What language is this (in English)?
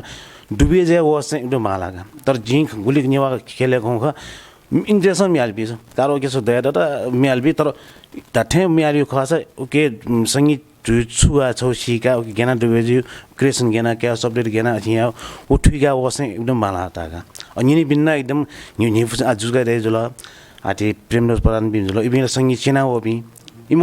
Newari